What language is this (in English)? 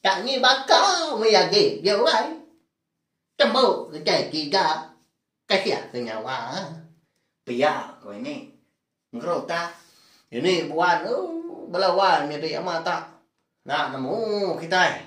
Iban